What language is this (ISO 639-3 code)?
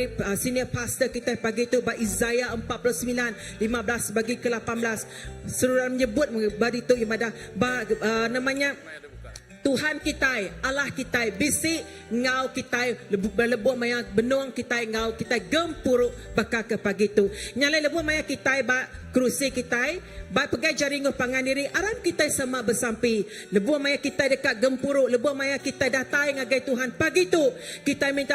iba